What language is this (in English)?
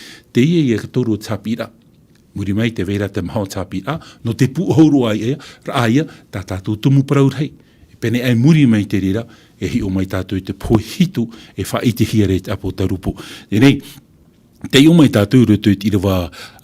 Tahitian